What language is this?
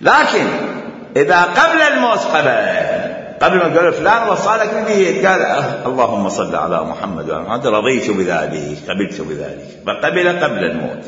Mesopotamian Arabic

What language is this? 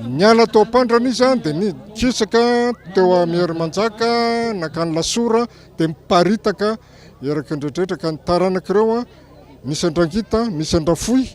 Malagasy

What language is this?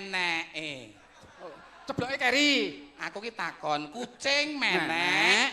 Javanese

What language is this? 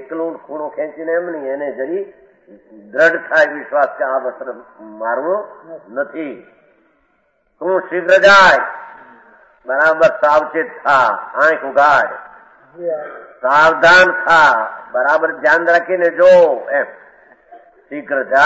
Gujarati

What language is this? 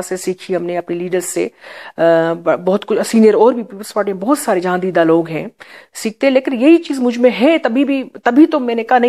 Urdu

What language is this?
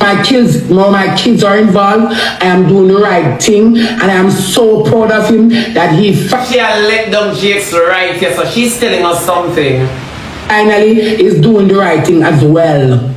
Jamaican Creole English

